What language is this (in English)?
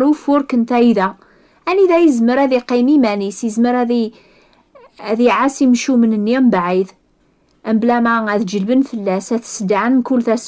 Kabyle